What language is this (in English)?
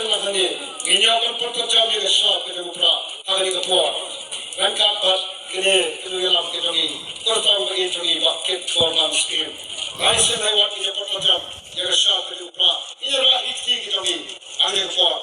Khasi